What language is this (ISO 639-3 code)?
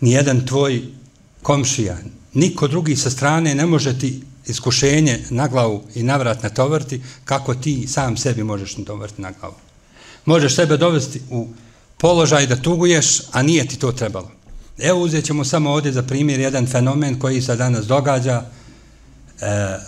bos